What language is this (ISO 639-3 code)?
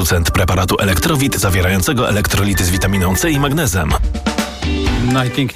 pol